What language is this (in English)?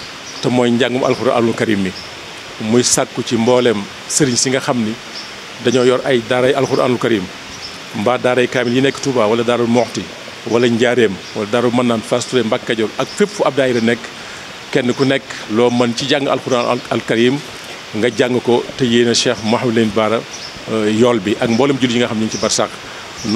Wolof